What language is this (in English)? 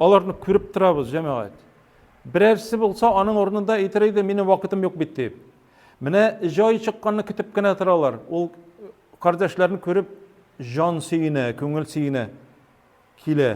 Tatar